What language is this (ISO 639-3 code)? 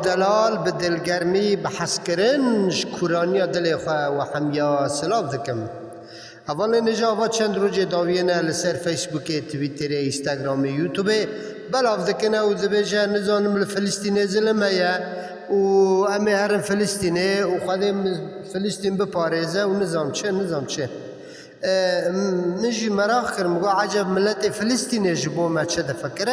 kur